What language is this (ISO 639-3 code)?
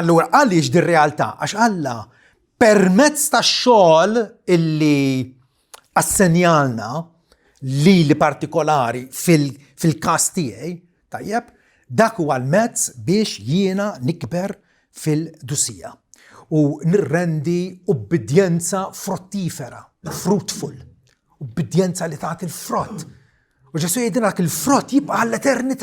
mlt